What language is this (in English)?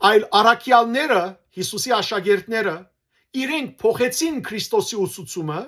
Western Armenian